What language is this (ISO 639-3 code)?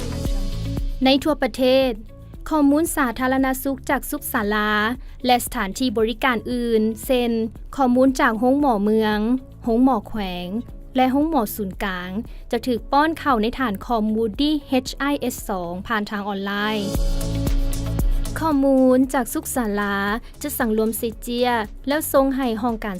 lao